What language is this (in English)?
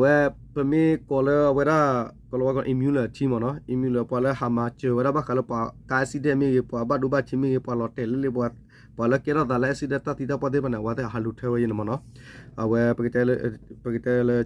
S'gaw Karen